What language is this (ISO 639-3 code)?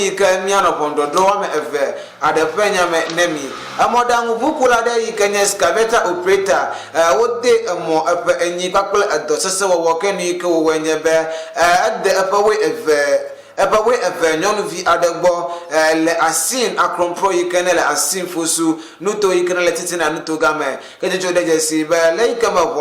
ewe